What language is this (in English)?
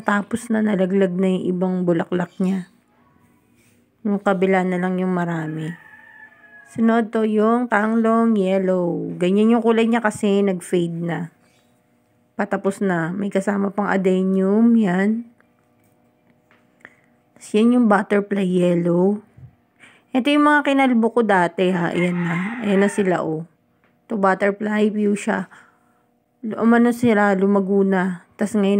Filipino